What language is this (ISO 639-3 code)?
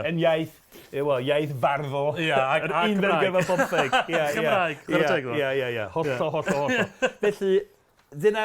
cym